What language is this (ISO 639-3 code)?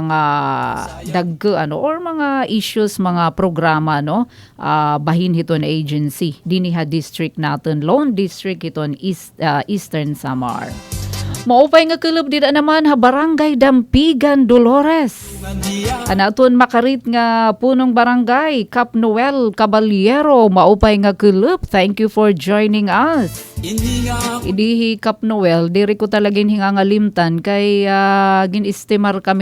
war